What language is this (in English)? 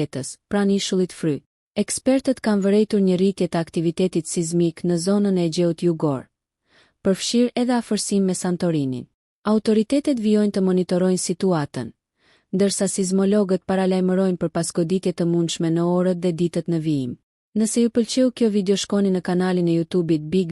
Albanian